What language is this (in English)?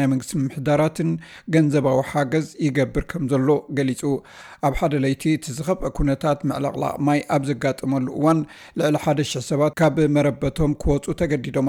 Tigrinya